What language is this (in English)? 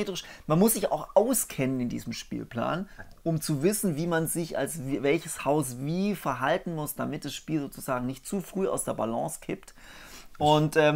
German